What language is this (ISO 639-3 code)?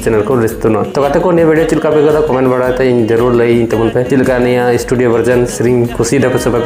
sat